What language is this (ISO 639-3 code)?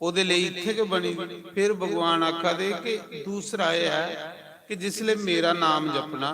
doi